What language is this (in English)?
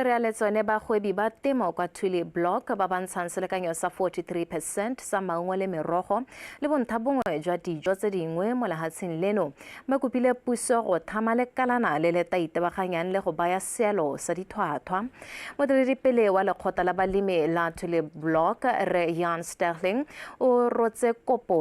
Tswana